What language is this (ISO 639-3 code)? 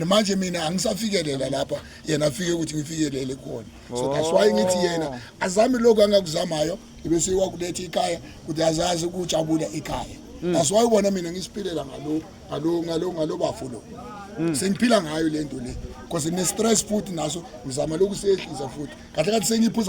zul